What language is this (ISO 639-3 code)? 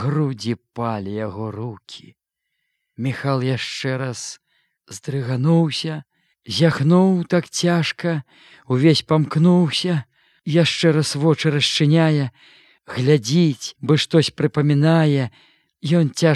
bel